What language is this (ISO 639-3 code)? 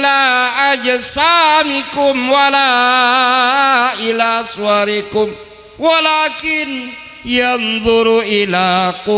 mad